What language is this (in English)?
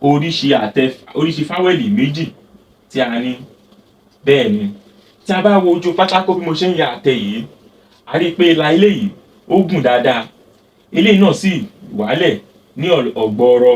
Yoruba